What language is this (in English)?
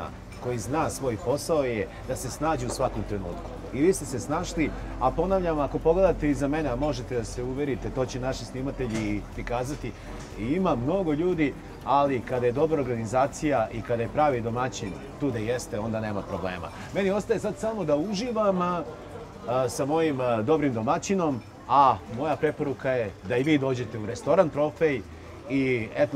Serbian